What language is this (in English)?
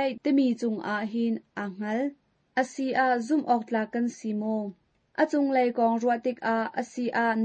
Hakha Chin